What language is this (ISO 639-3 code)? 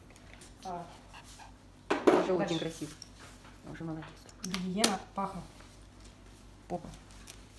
rus